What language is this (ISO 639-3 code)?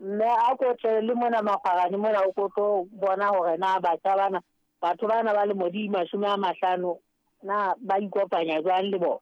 sot